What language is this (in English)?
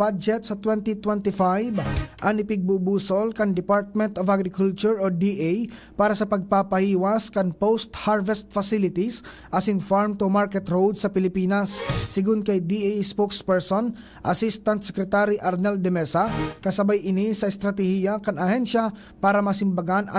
Bikol